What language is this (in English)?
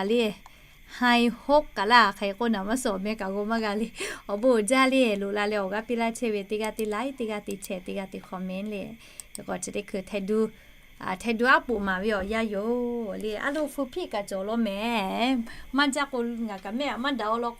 Lahu